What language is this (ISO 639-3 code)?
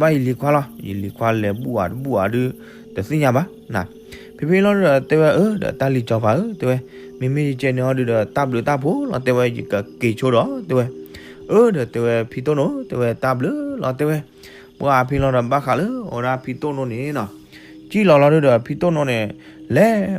ksw